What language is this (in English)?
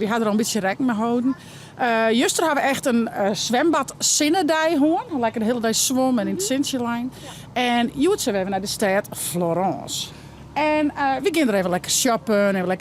Western Frisian